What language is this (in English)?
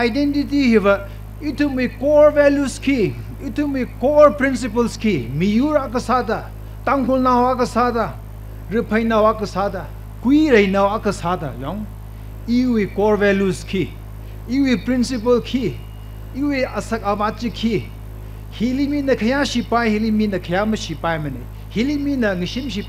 Tangkhul Naga (India)